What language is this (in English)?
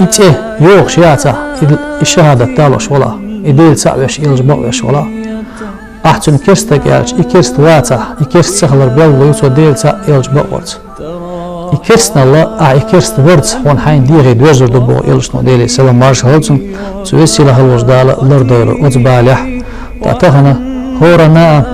Chechen